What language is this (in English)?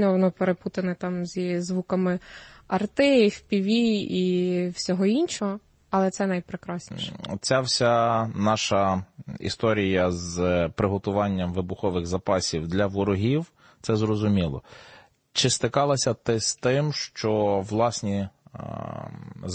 Ukrainian